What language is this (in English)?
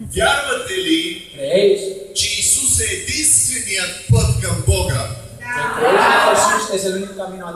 Bulgarian